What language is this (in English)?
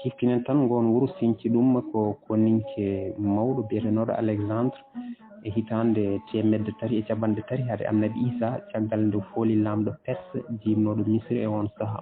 Fula